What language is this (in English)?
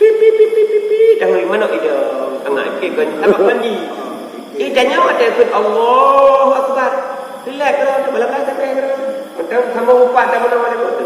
Achinese